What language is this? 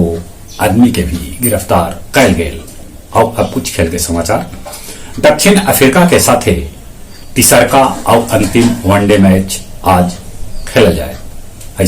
Magahi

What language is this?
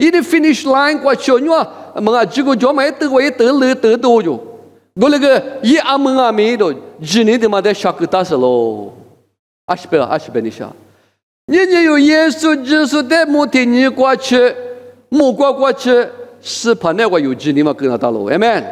Lisu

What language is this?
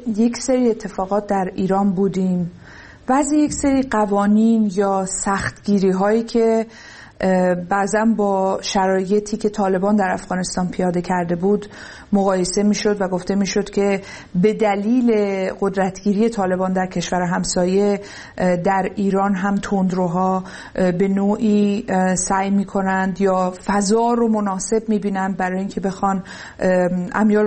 Persian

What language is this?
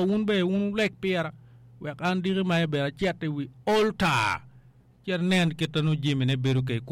Acoli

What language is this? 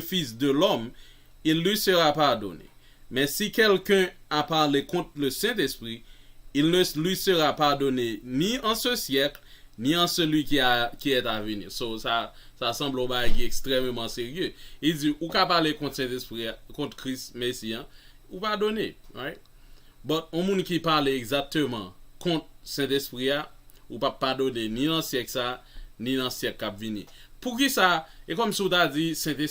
Haitian Creole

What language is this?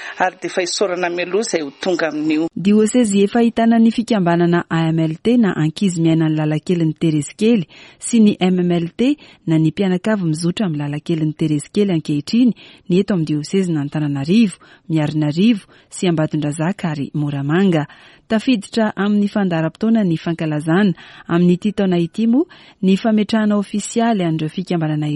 Malagasy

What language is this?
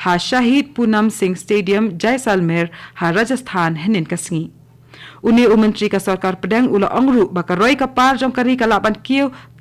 Khasi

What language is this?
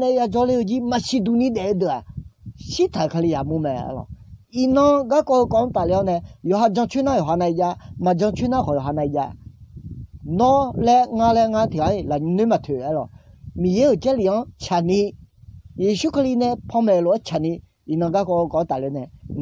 Akha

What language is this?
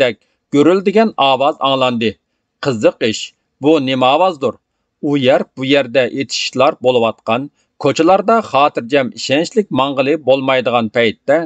Uyghur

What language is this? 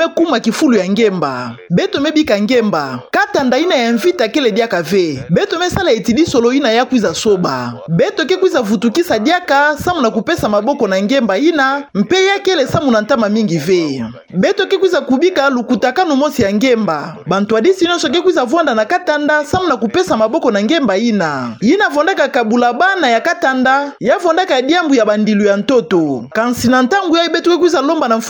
Kituba (Democratic Republic of Congo)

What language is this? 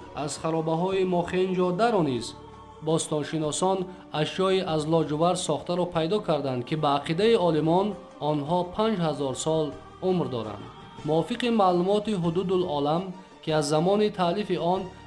Tajik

